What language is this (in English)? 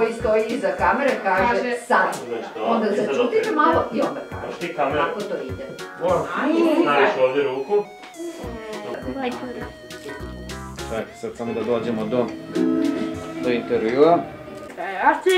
Serbian